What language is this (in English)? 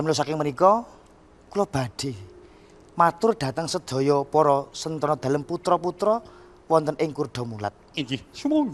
Javanese